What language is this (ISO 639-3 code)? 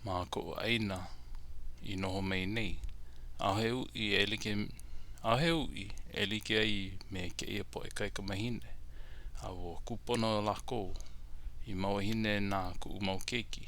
haw